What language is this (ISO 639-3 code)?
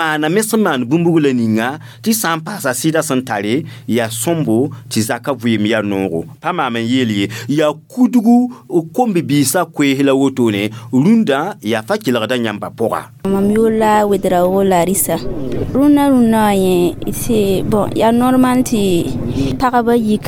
mos